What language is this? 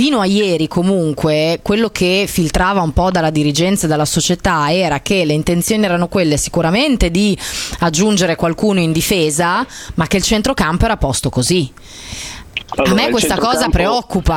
Italian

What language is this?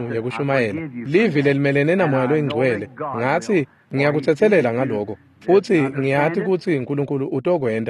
Swati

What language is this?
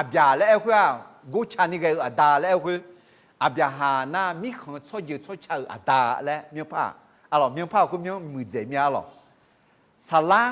Akha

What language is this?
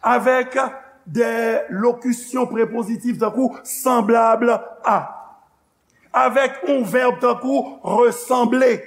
Haitian Creole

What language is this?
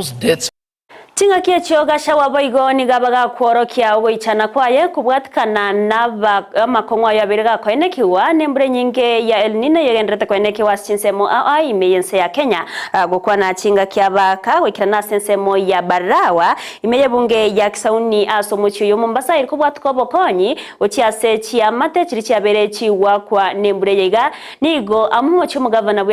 Gusii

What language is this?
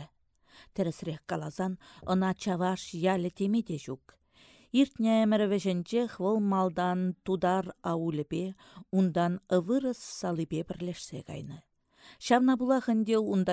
Chuvash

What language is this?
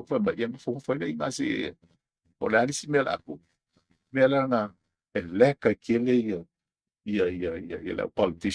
Samoan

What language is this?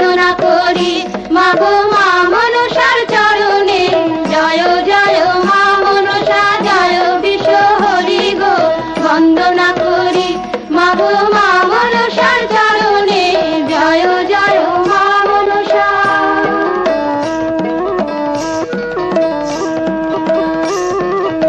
Bangla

